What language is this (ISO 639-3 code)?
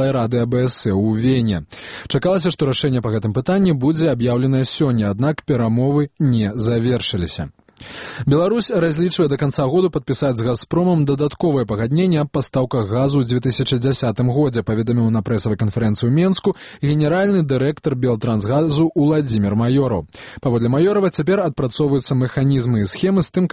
bel